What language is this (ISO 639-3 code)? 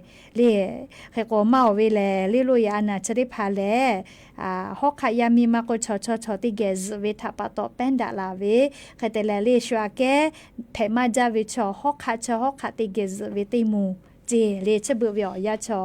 lhu